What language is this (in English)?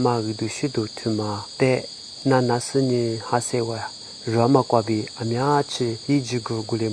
Lisu